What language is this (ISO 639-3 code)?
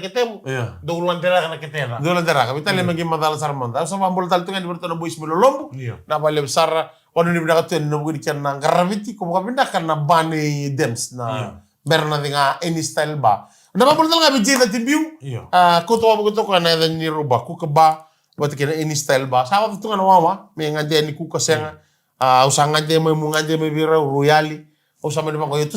fij